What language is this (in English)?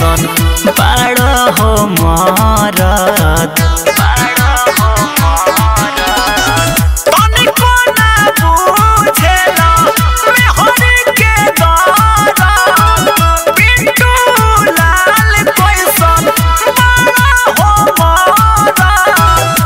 Bhojpuri